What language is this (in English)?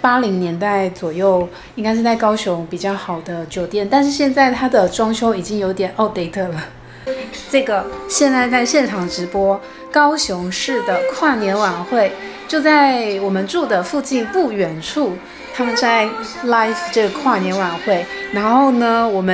Chinese